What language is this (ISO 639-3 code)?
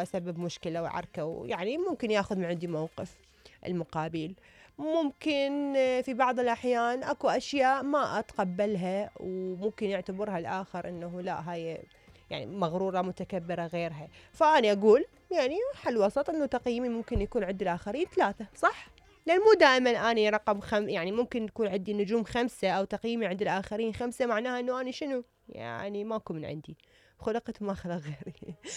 acm